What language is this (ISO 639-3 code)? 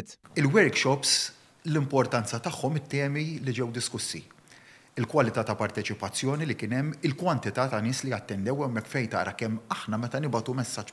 mlt